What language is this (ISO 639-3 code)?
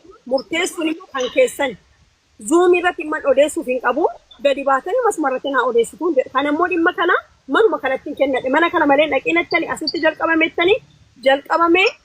orm